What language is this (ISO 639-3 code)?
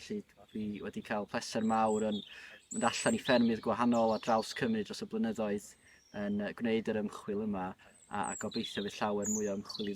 cym